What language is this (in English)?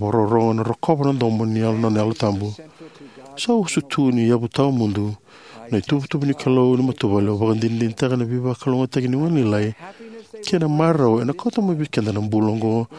Fijian